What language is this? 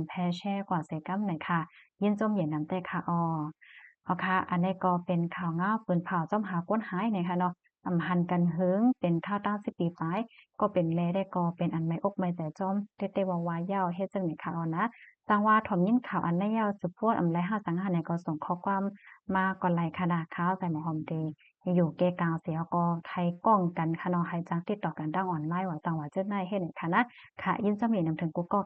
Shan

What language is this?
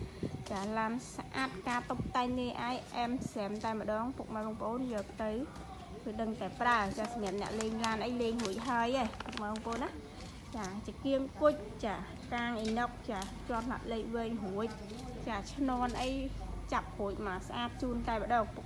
Khmer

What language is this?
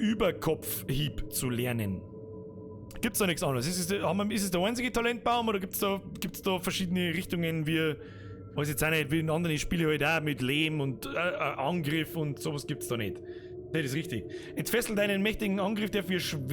Bavarian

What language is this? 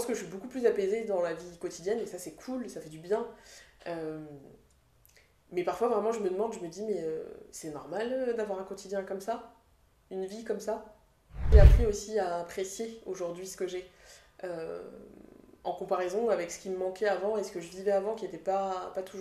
French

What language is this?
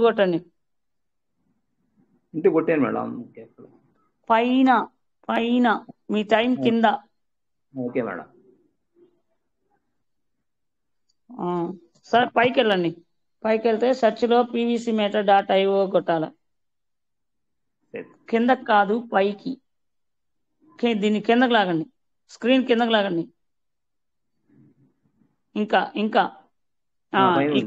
Telugu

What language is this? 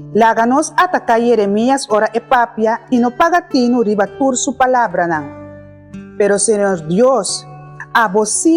Papiamento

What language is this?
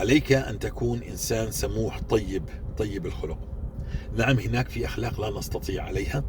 North Levantine Arabic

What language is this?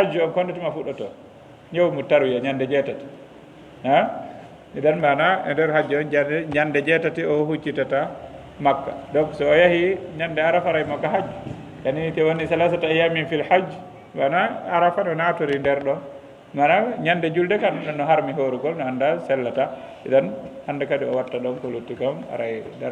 Fula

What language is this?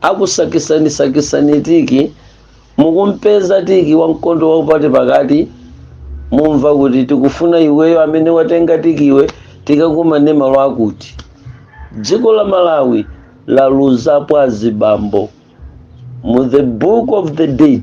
Nyanja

